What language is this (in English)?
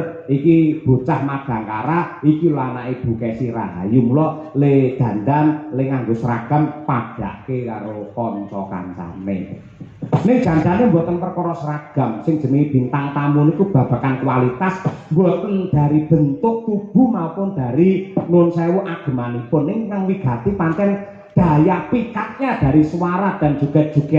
Javanese